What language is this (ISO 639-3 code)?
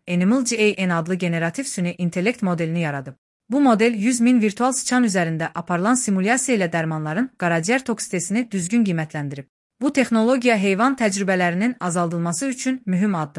aze